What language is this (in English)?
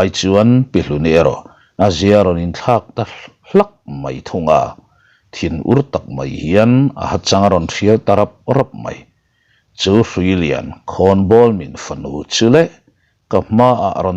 Mizo